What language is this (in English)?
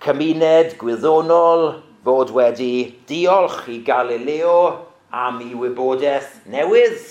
Welsh